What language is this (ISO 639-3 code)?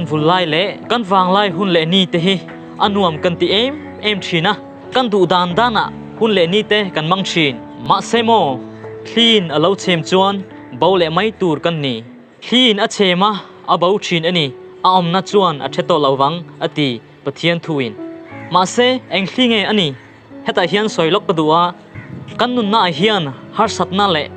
lus